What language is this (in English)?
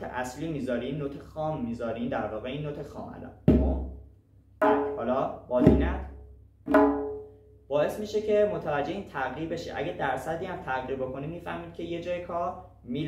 Persian